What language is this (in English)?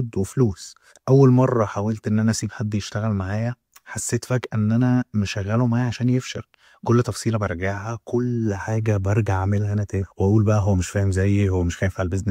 Egyptian Arabic